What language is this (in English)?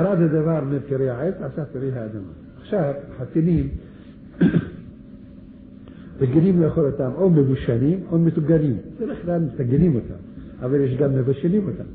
Hebrew